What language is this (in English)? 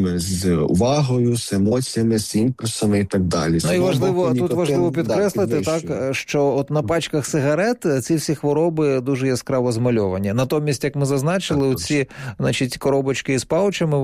Ukrainian